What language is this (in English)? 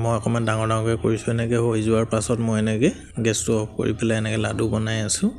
Assamese